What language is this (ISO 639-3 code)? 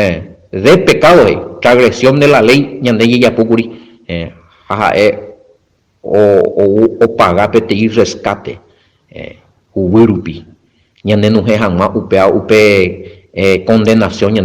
grn